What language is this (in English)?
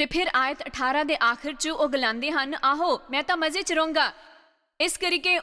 Dogri